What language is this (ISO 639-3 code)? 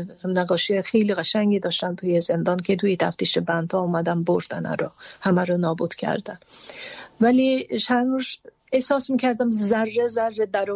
fas